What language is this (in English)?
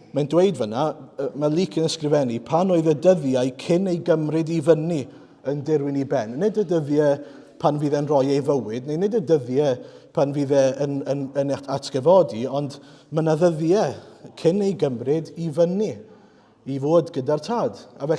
Welsh